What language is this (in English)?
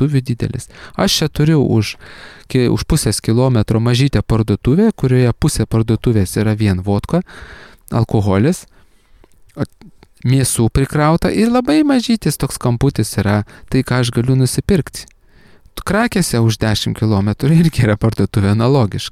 Lithuanian